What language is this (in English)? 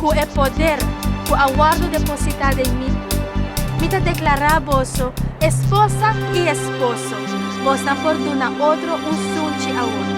Papiamento